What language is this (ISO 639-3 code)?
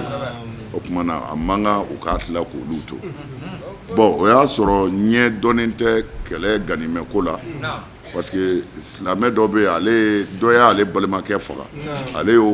bam